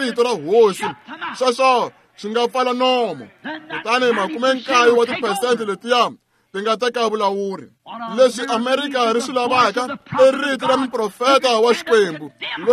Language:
Tsonga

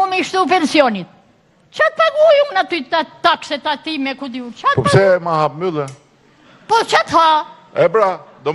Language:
Albanian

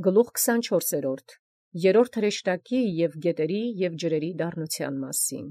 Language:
Armenian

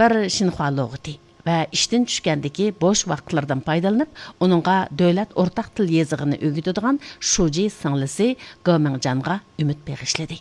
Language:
Uyghur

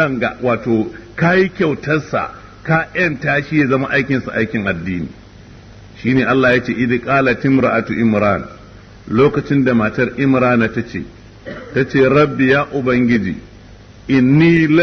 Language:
Hausa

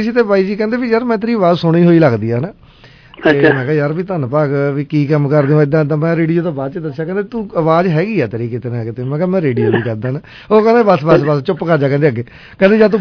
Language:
Punjabi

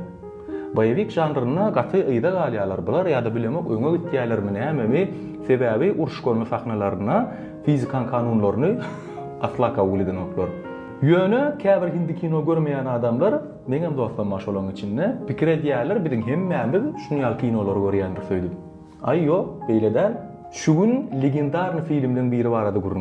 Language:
Turkmen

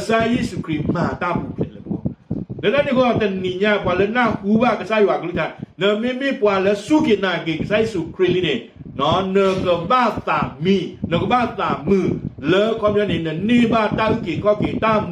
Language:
S'gaw Karen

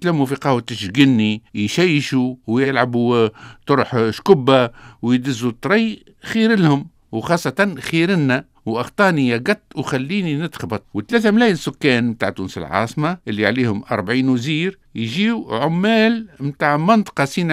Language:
Tunisian Arabic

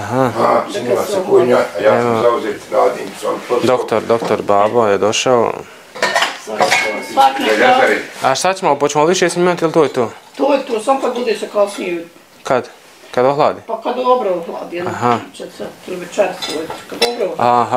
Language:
Bosnian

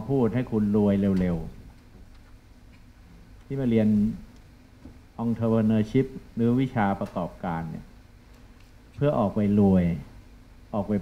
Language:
Thai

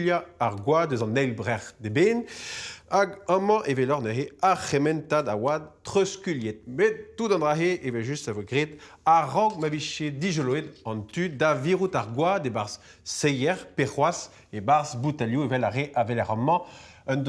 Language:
Breton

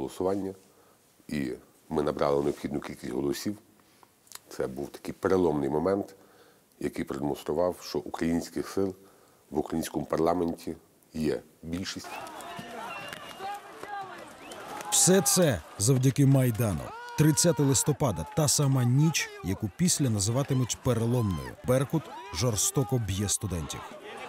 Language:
Ukrainian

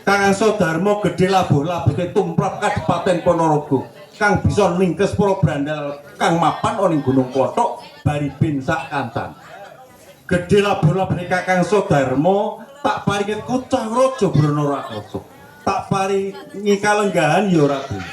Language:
Javanese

